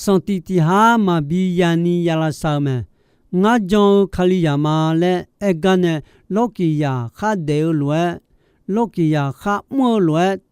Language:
Akha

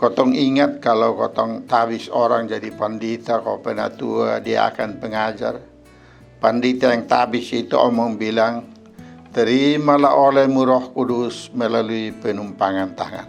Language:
Kupang Malay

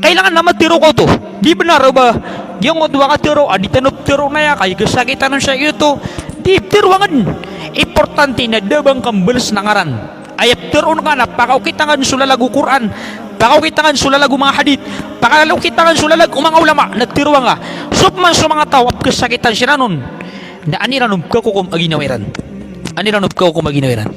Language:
Maranao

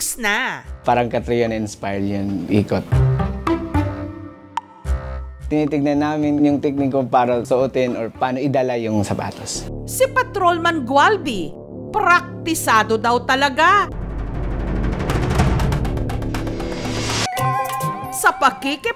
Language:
Filipino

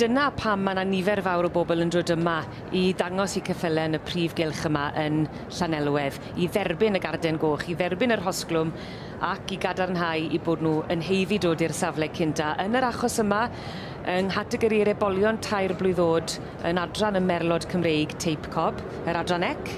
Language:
Welsh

